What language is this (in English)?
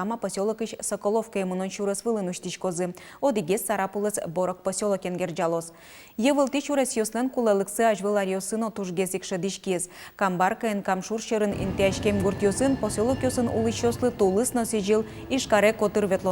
Udmurt